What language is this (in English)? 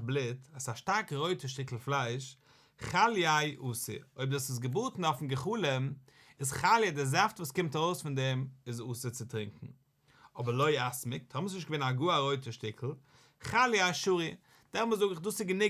Yiddish